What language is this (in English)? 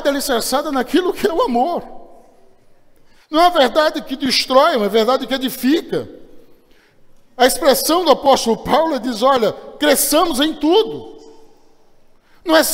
Portuguese